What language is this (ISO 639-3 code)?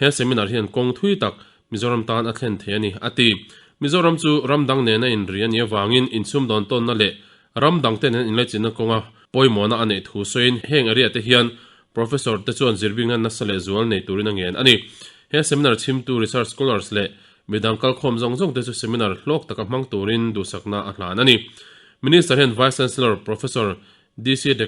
lus